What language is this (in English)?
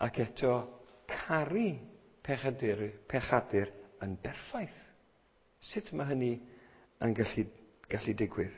Welsh